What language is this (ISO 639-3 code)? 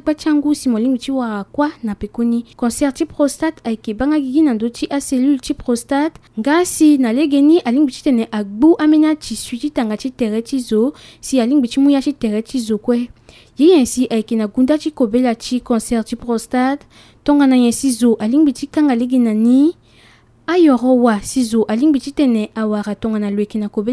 sag